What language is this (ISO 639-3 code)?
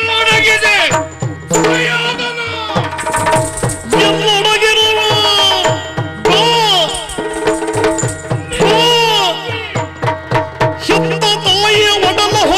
kan